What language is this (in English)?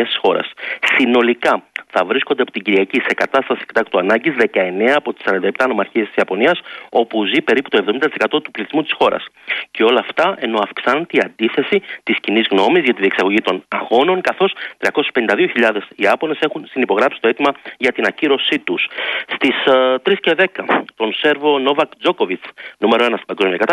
Greek